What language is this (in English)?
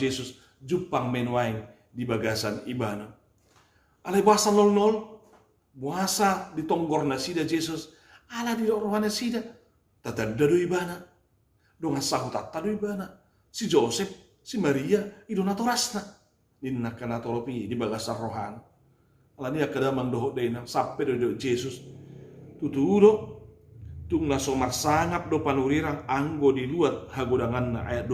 Batak Toba